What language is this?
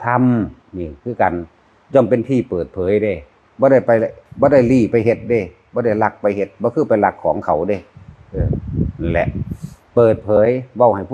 Northeastern Thai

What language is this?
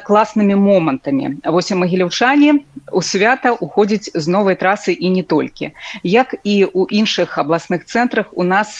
Belarusian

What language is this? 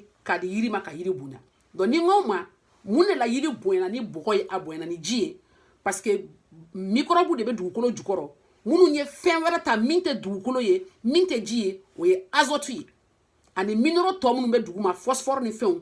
Bambara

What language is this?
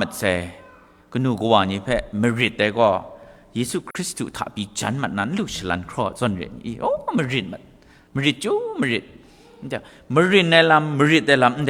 Kachin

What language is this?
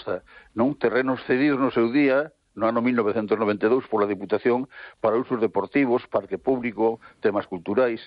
Galician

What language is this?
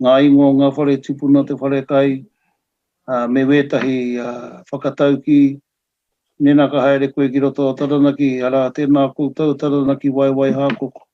Māori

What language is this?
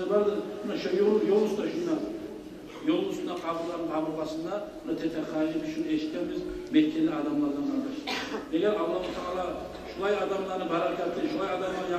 Kumyk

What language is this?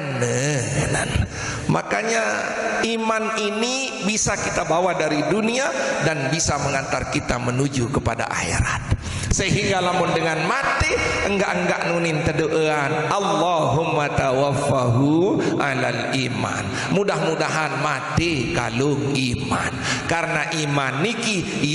Sasak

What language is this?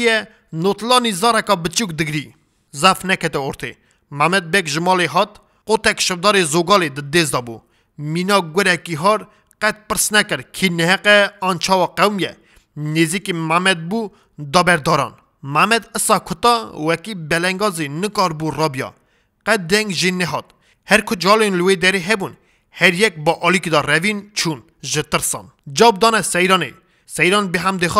Kurdish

